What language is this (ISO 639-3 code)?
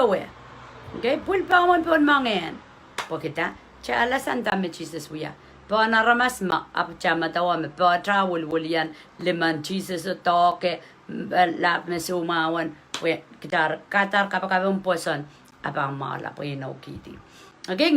pon